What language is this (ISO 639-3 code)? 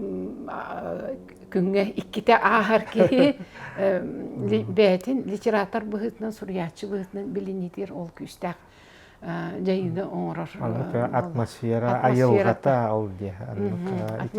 sah